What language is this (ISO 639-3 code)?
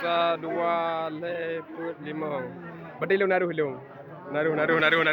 ace